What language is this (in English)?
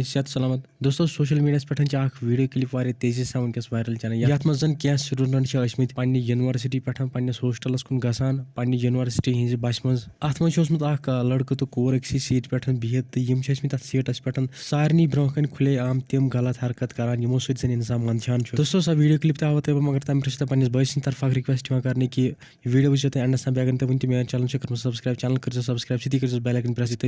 Kashmiri